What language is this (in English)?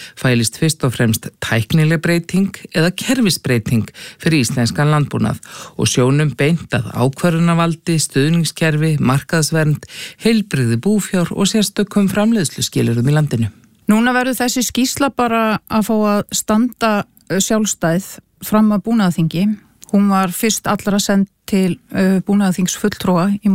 Icelandic